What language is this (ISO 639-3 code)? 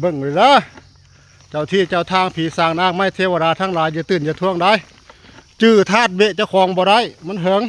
tts